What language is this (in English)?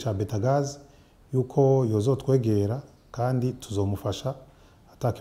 Rundi